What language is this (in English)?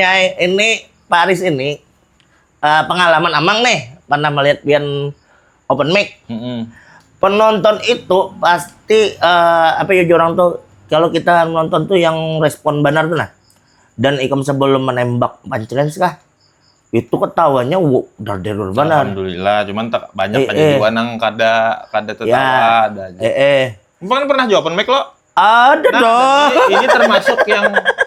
Banjar